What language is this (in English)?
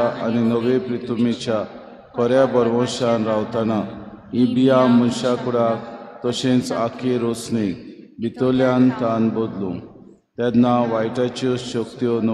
Konkani